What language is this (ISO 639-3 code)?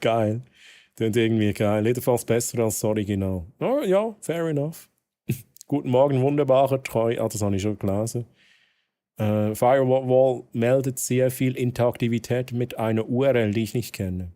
gsw